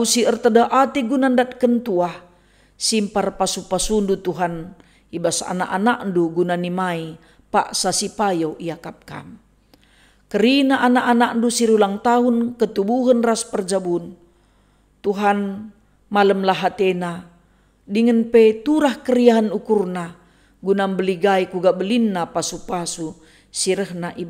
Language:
Batak Karo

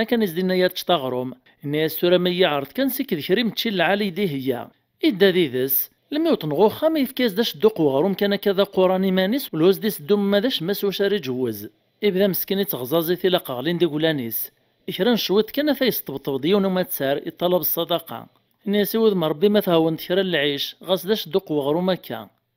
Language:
Kabyle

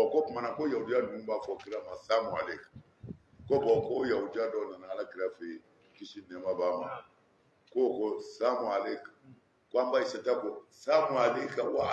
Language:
Bambara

